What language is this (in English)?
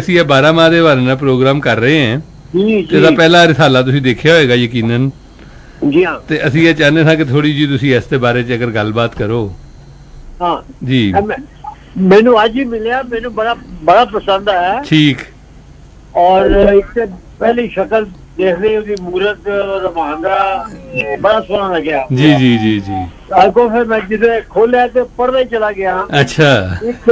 Punjabi